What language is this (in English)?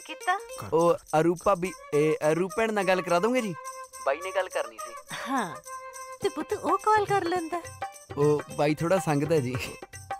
Punjabi